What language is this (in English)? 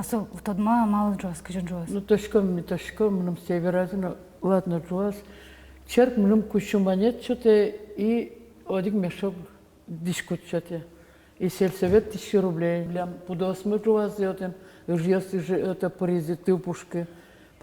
Udmurt